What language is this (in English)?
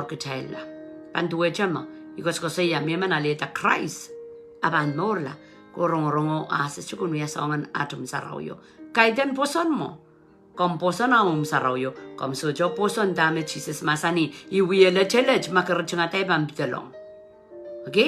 Pohnpeian